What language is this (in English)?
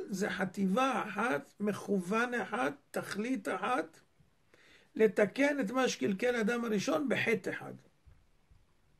Hebrew